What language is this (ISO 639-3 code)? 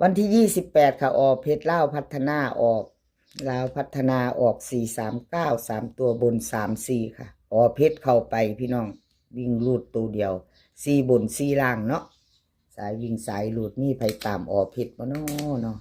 tts